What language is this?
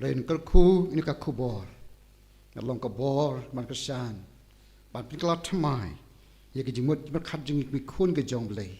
Khasi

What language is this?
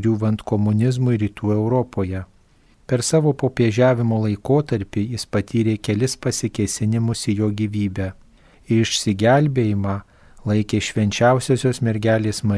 Lithuanian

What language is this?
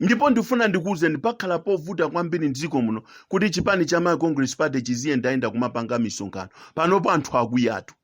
Nyanja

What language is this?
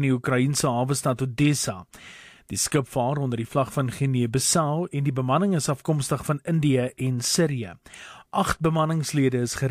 Afrikaans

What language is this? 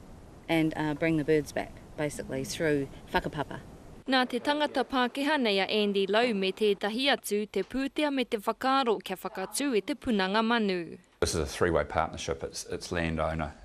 Māori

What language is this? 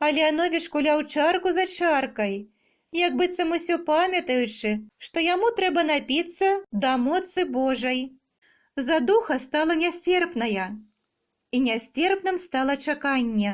Belarusian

